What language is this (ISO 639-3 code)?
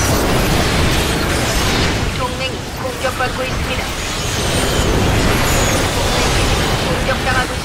kor